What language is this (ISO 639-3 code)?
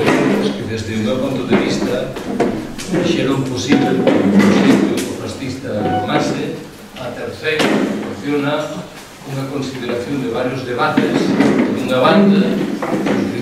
glg